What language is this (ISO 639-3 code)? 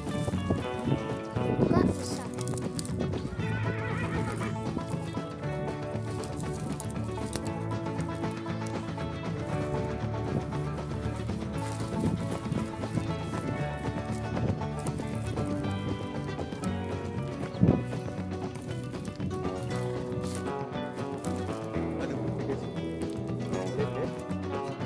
ind